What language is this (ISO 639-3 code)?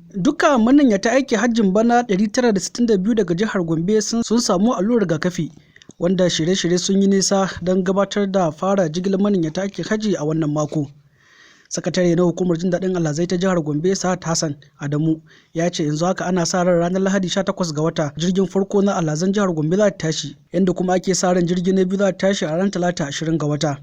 hau